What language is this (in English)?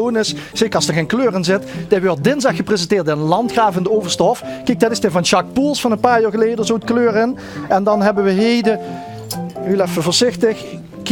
Limburgish